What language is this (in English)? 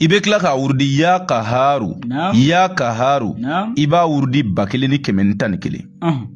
Bambara